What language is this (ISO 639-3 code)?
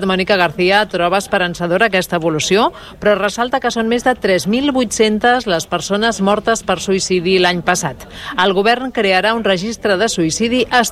cat